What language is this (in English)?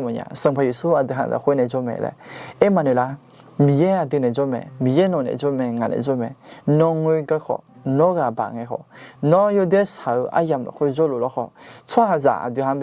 Akha